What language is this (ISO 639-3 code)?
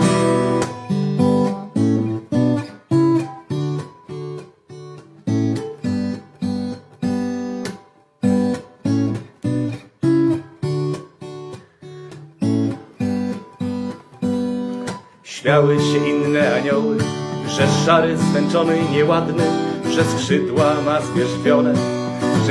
pol